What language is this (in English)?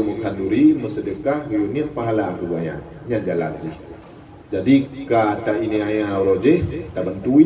Achinese